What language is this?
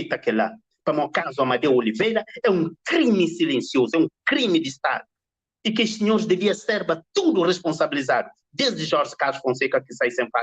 Kabuverdianu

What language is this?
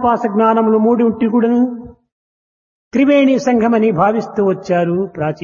Telugu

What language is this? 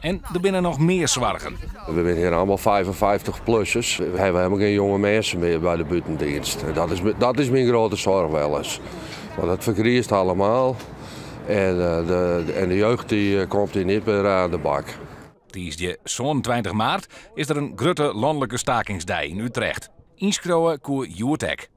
Western Frisian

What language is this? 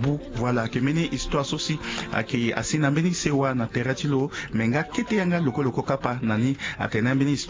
Sango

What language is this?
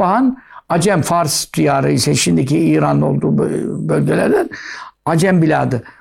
Turkish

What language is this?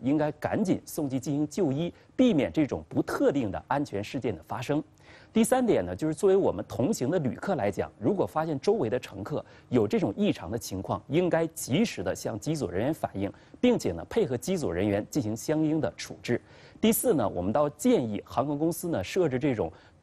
Chinese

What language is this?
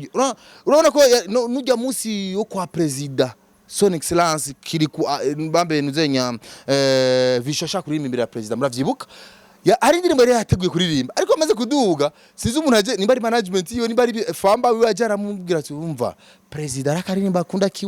Rundi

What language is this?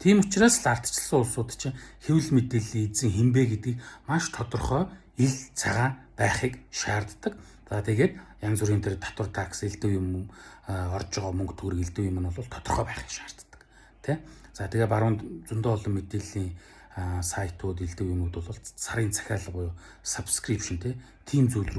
Mongolian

